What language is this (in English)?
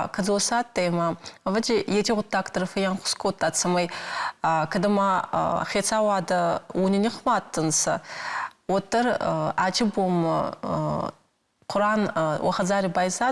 Ossetic